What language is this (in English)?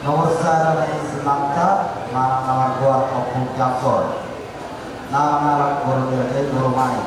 Batak Toba